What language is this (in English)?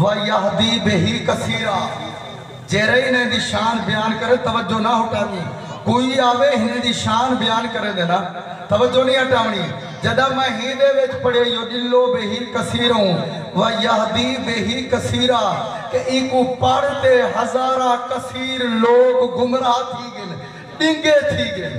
Saraiki